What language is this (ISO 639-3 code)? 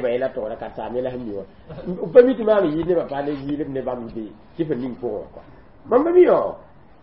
mos